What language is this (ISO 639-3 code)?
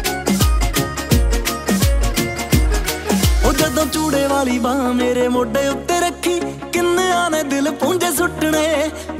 pan